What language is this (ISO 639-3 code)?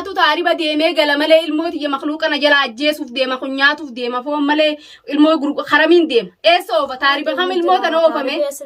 orm